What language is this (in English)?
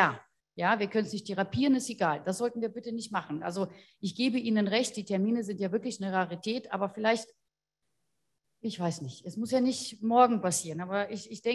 German